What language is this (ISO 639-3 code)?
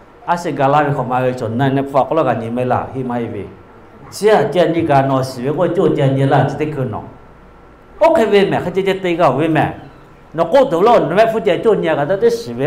lhu